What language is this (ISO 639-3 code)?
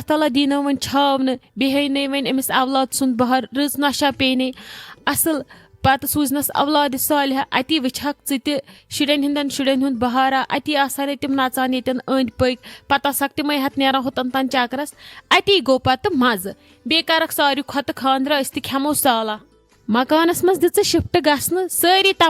kas